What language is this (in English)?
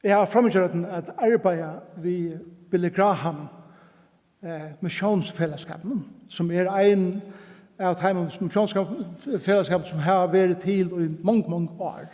Faroese